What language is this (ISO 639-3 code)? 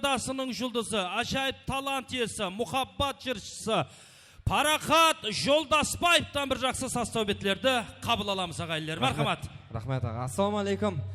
kaa